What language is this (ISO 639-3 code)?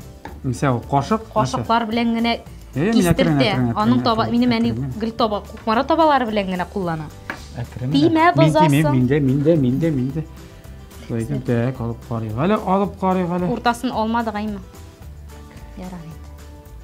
tat